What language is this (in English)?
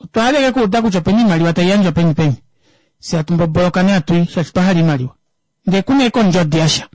Kuanyama